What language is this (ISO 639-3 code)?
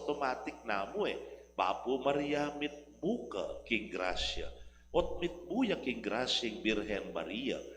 pam